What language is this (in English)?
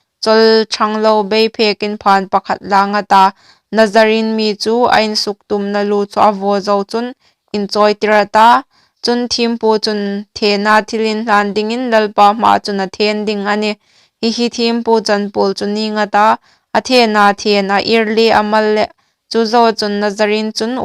Hmar